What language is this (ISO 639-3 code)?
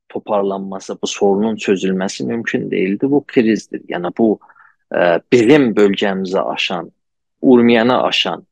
azb